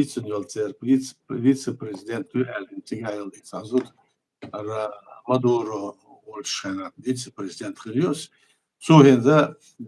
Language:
Chechen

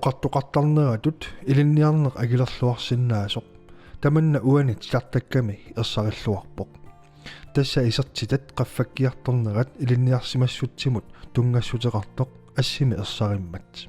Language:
Kalaallisut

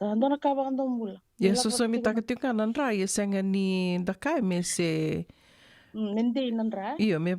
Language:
Fijian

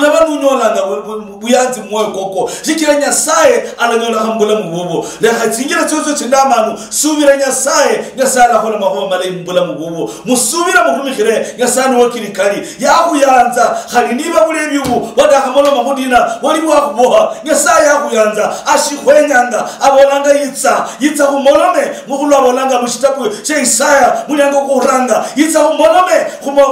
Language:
Luyia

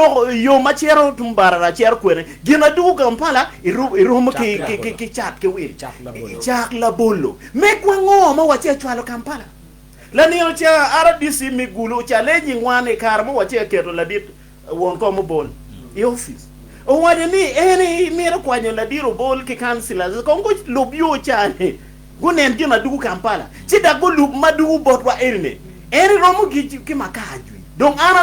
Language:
Acoli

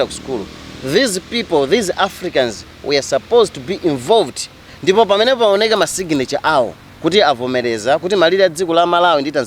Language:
Nyanja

